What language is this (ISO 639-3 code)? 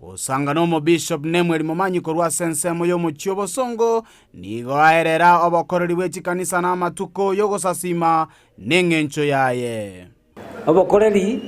guz